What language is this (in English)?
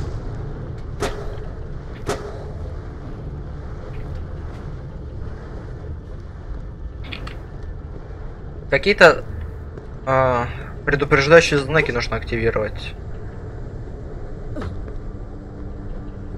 Russian